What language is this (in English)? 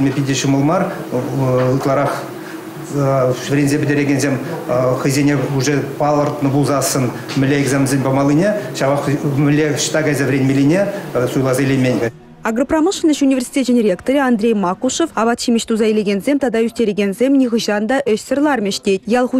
Chuvash